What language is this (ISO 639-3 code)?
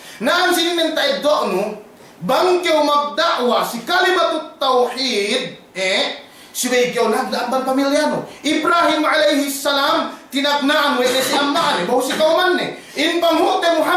yka